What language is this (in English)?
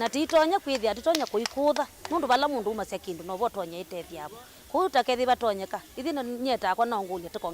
Kamba